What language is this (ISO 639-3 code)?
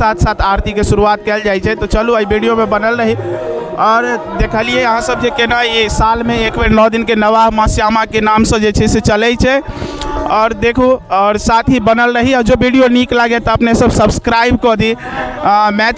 mai